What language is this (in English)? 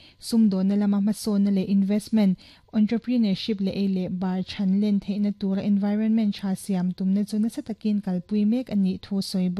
Mizo